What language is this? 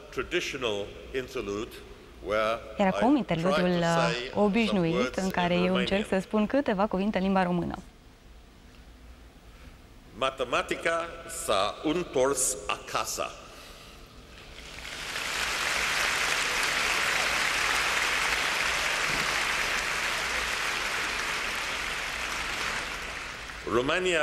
Romanian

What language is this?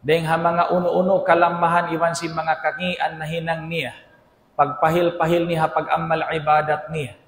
Tausug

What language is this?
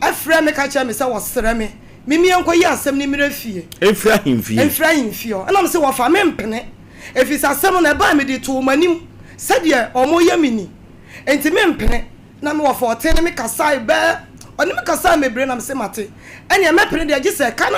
Akan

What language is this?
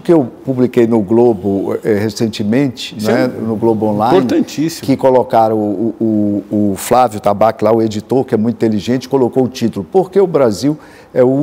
Portuguese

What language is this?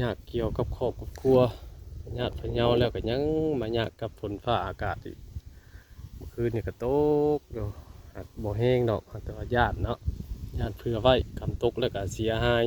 Northeastern Thai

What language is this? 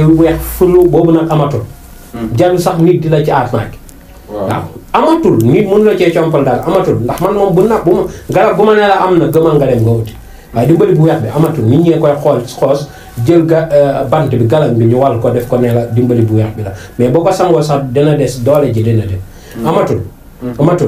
Wolof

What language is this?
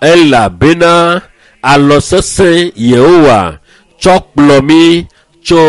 Ewe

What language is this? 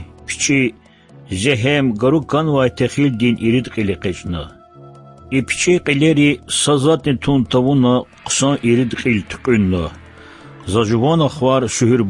Lezghian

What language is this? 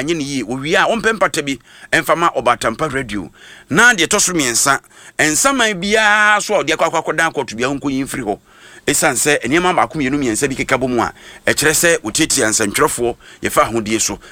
Akan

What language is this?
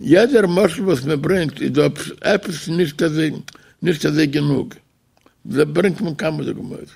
Yiddish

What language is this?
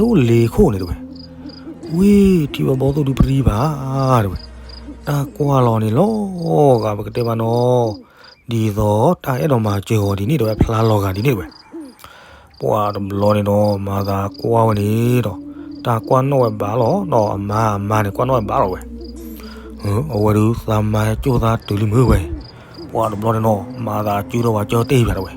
S'gaw Karen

